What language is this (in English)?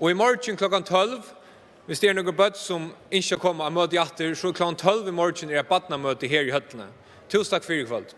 Faroese